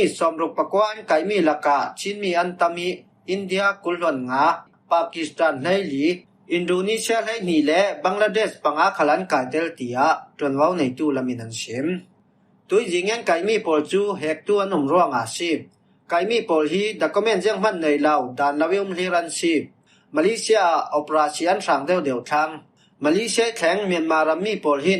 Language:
Falam Chin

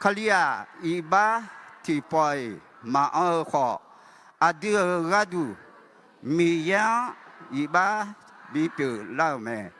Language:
Akha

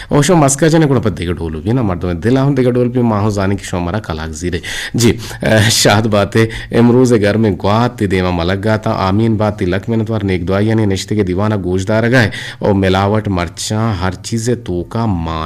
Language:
Eastern Balochi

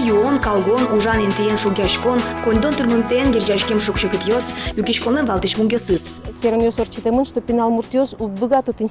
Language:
Udmurt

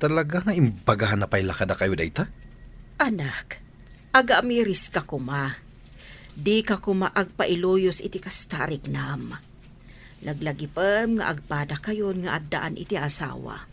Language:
Iloko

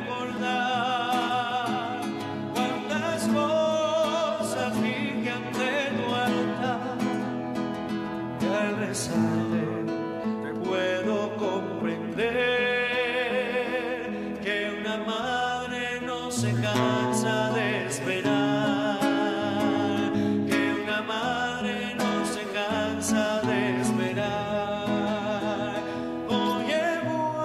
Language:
Spanish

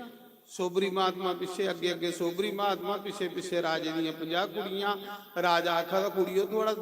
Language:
Dogri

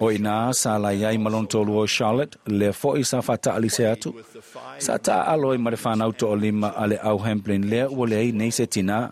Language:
Samoan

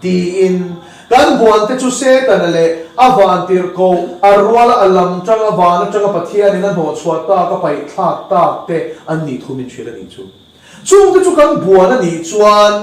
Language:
Mizo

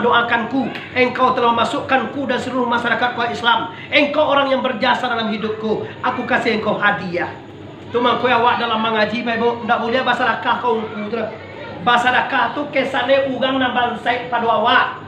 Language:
Minangkabau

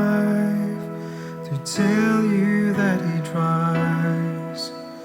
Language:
Morisyen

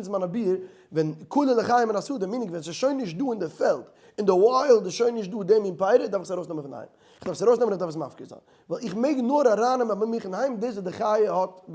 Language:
Yiddish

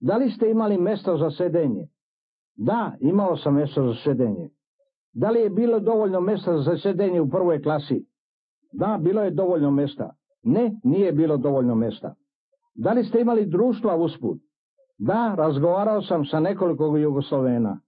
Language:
Serbian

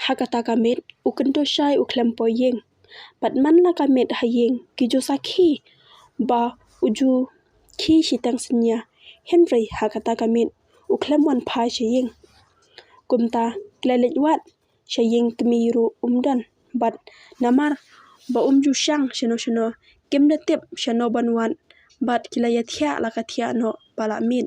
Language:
Khasi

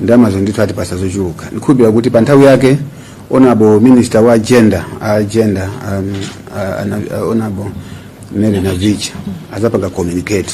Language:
Nyanja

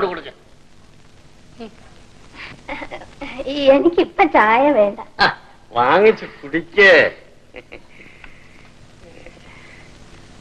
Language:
Malayalam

